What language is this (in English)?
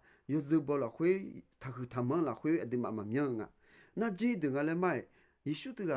Akha